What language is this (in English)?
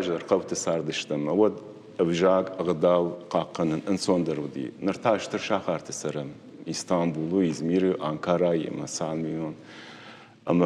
Ossetic